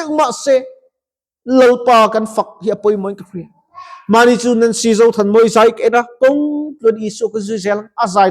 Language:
Mizo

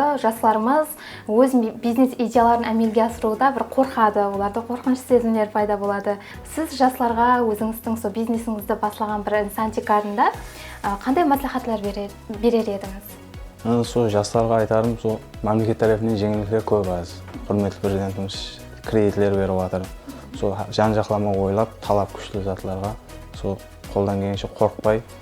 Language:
Kara-Kalpak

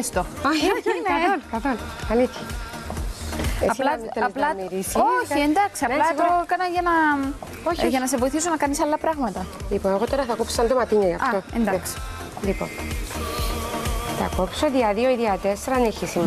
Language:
Greek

